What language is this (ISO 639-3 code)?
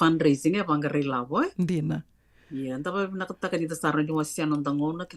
fij